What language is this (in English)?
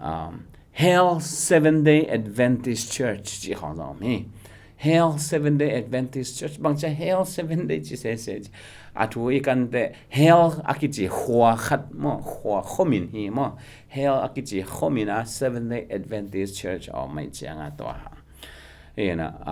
Tedim Chin